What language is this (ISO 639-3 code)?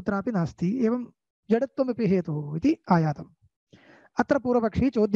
san